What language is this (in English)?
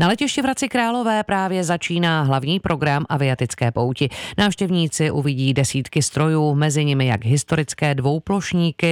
Czech